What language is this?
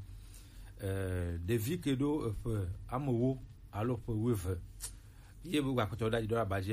Gen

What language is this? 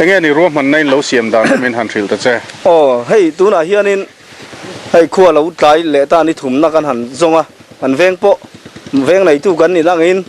Mizo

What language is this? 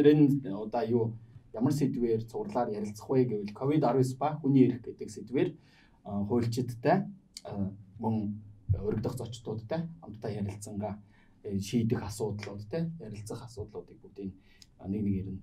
Mongolian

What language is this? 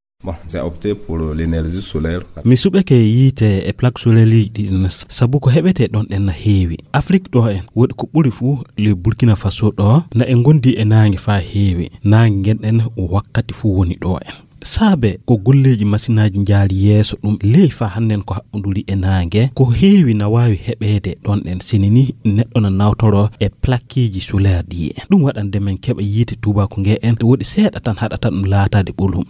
Fula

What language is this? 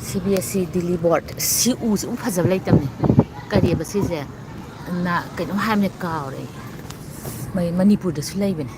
Manipuri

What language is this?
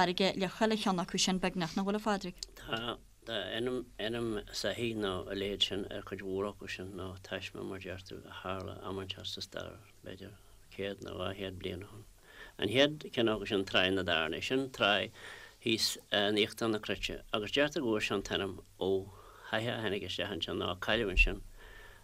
Irish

